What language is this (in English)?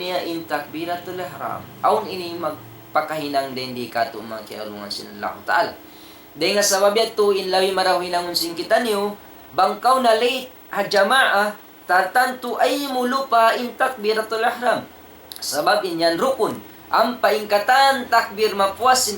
Tausug